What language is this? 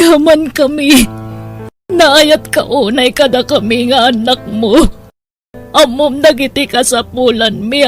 Iloko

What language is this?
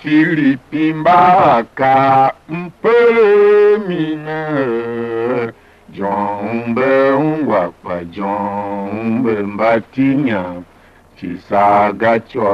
Tiv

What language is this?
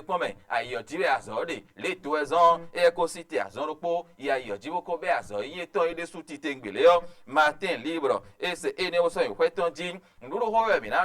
Fon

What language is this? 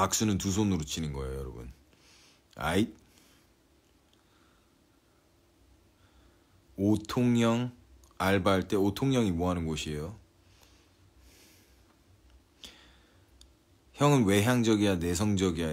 Korean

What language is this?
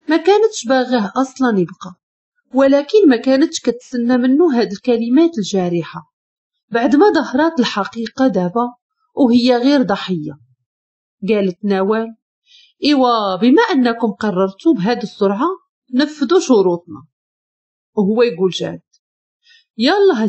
Moroccan Arabic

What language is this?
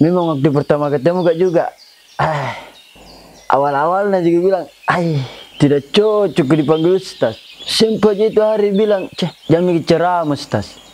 Makassar Malay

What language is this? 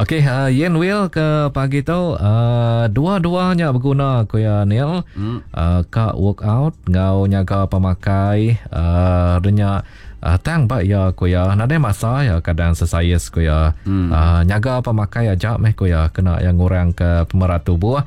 Iban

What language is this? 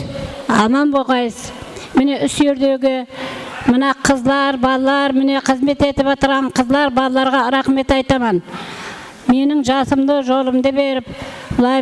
Kara-Kalpak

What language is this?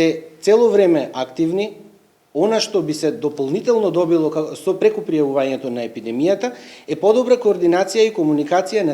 Macedonian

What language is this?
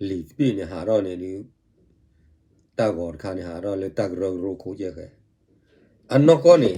S'gaw Karen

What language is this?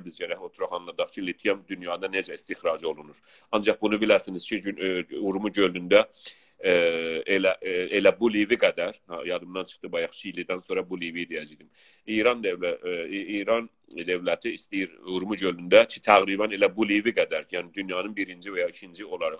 South Azerbaijani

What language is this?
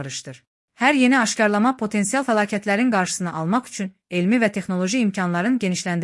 Azerbaijani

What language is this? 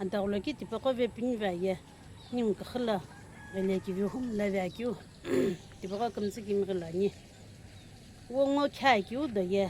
Sumi Naga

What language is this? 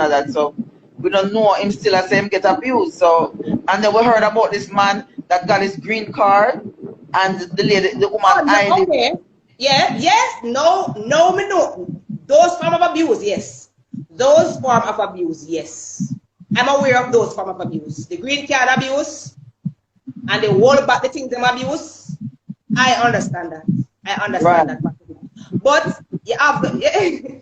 Jamaican Creole English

